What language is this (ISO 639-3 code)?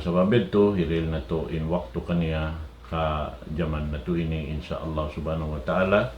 tsg